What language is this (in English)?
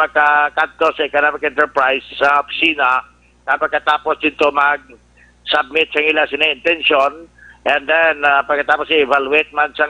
Hiligaynon